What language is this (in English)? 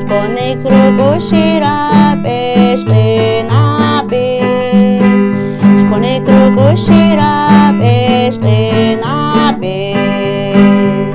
Poqomchi'